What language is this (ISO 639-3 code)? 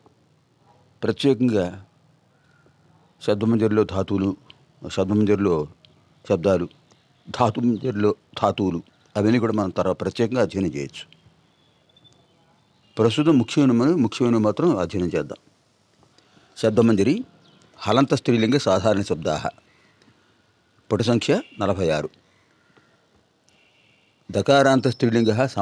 tel